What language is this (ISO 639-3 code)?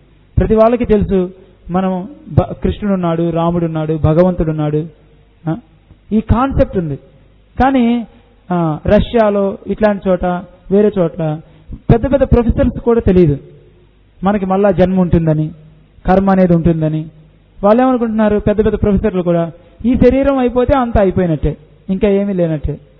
tel